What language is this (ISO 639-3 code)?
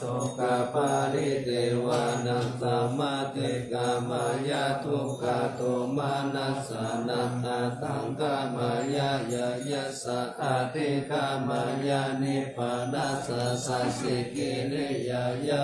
pli